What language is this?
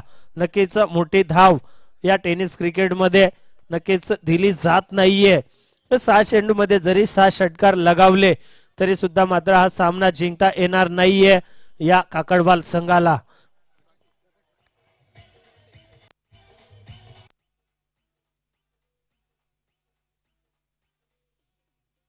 Marathi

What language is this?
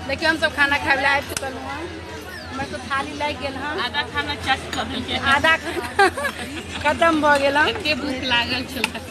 Maithili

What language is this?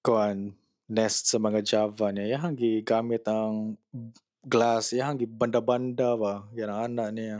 Cebuano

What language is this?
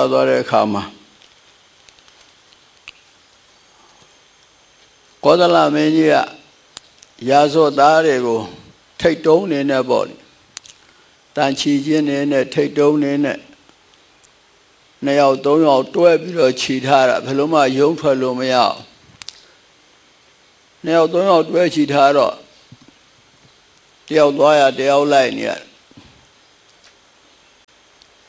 Burmese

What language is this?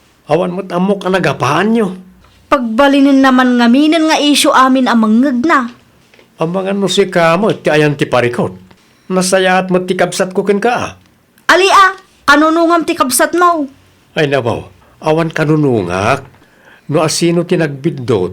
Iloko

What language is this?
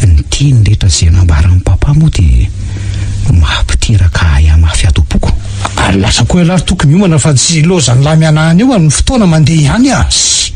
Malagasy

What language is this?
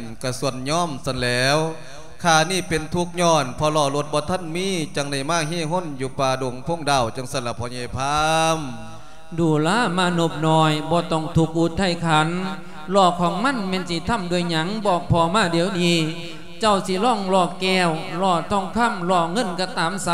Lao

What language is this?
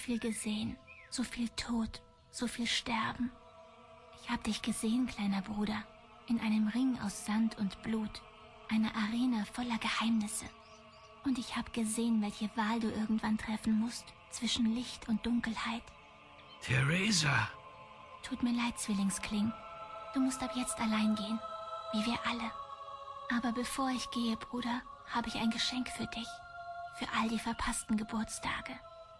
Swiss German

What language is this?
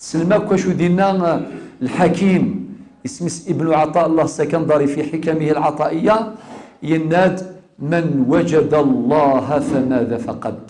Kabyle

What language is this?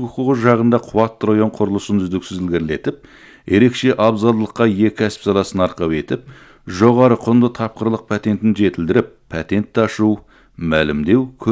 Kazakh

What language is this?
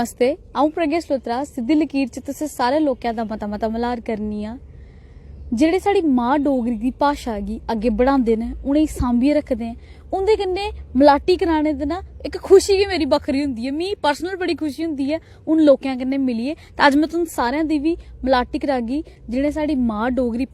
Dogri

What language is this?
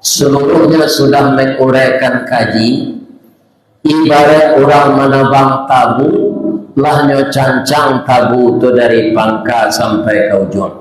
Minangkabau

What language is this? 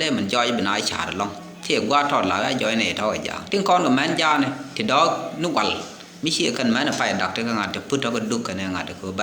Nuer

